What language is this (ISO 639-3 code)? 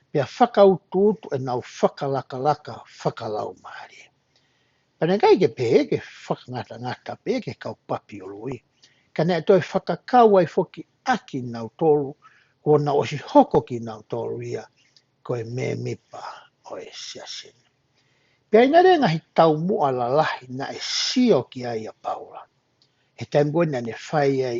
ton